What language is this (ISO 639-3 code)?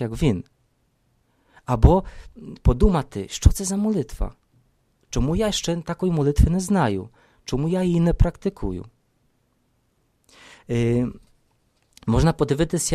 ukr